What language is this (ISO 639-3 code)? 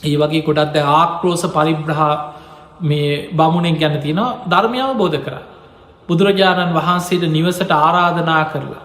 sin